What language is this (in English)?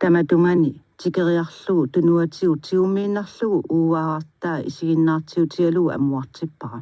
Kalaallisut